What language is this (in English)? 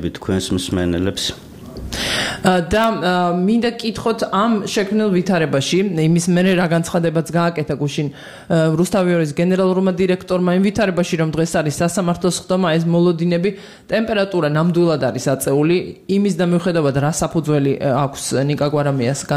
Georgian